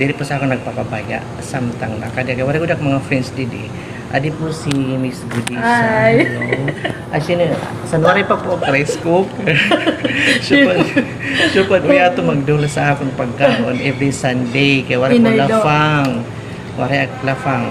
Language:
Waray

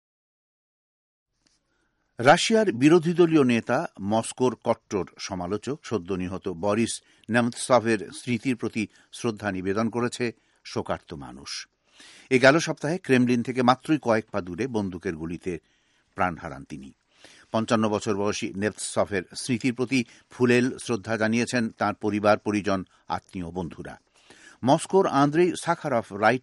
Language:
Bangla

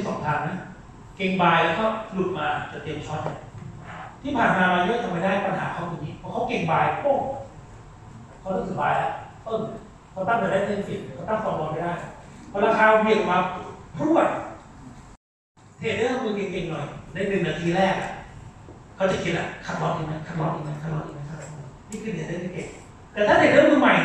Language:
Thai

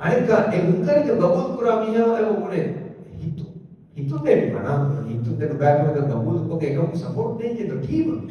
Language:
Divehi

